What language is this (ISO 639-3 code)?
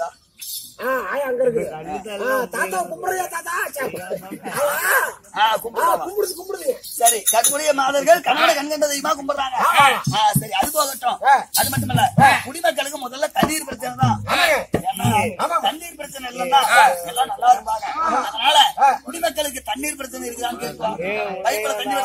tam